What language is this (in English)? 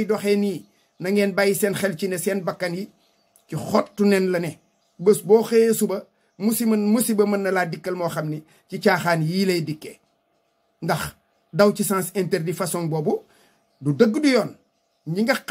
Wolof